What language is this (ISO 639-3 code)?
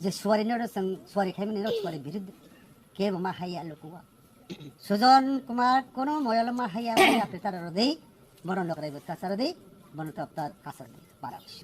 trp